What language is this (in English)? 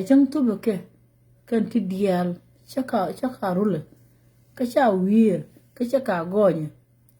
Nuer